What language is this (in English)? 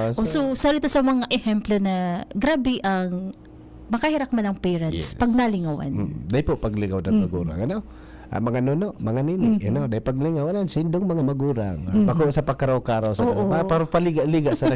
Bikol